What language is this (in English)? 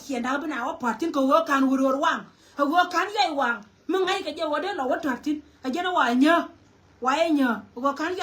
Nuer